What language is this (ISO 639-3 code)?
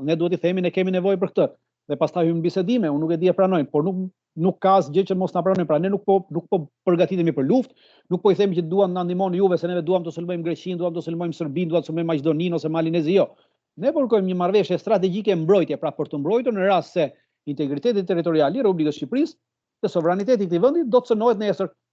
sqi